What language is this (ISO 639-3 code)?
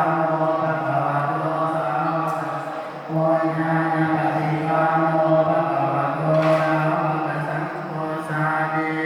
pli